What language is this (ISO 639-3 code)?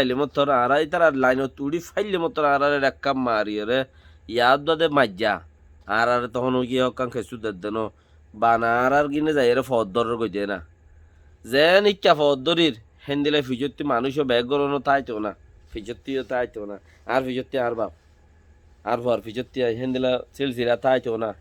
rhg